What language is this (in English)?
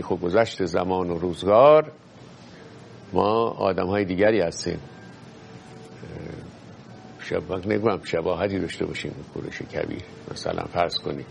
Persian